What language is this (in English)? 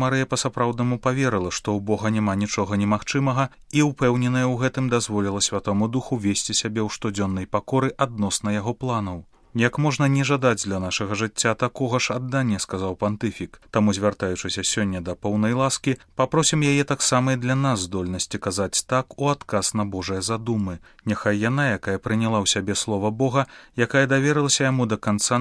Belarusian